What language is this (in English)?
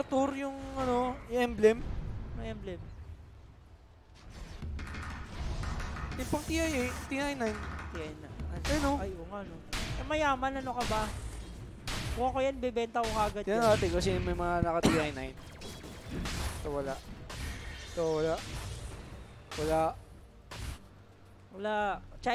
Filipino